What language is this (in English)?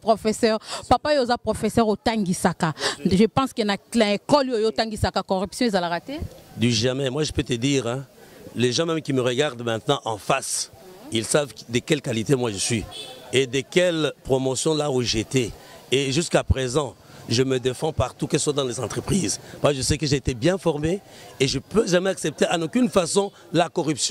Lingala